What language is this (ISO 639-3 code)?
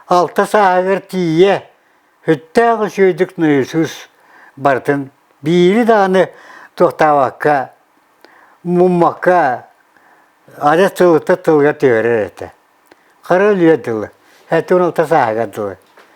sah